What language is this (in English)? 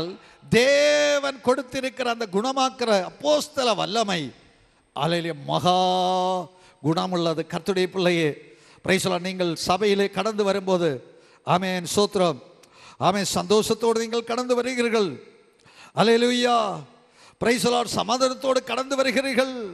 Tamil